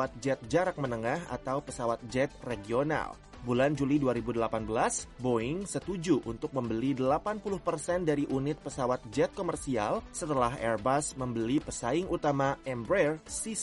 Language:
Indonesian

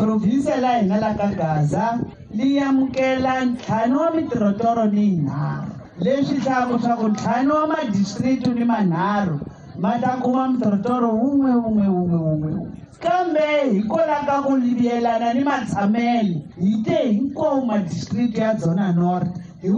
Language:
Tsonga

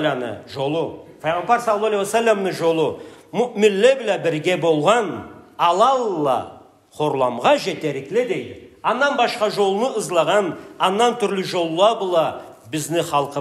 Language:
Karachay-Balkar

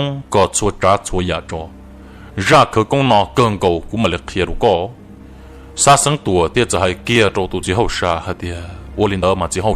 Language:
Hmong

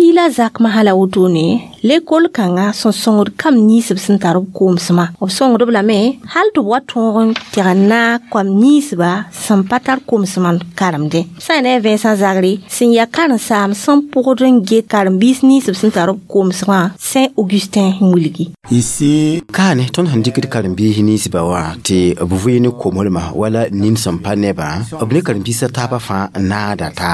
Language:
Mossi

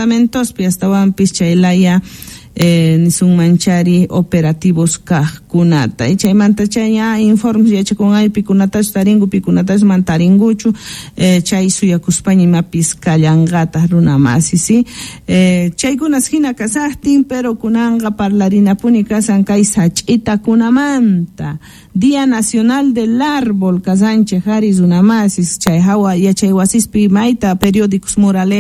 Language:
South Bolivian Quechua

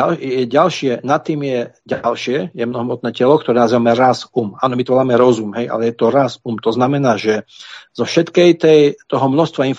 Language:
Slovak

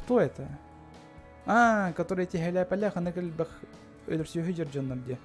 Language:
Yakut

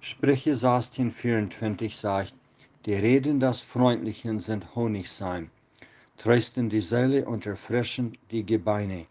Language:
Plautdietsch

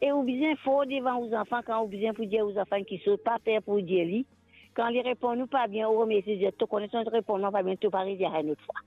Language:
Morisyen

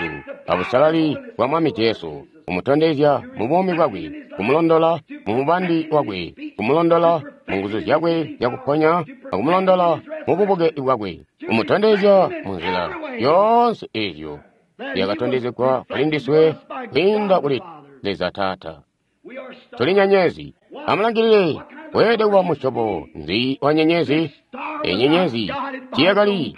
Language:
Tonga (Zambia)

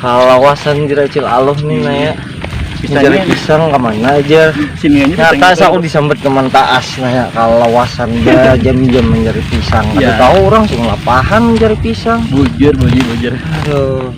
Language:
Banjar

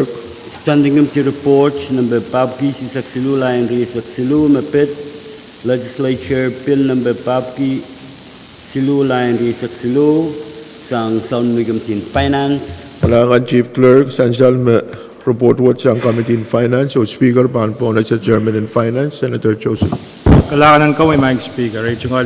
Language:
Pohnpeian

